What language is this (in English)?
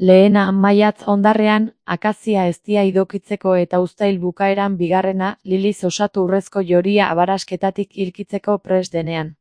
Basque